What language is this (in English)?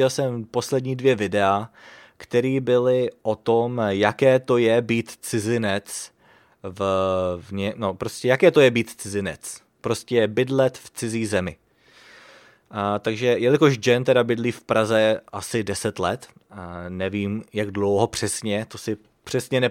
Czech